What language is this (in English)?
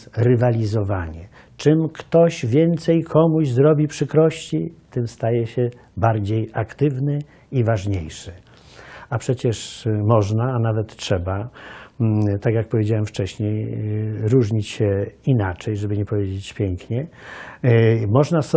Polish